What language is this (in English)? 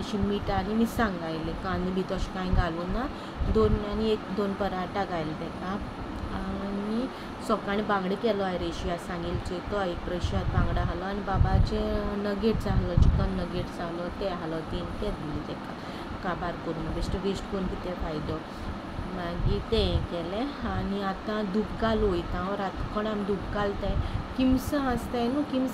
Konkani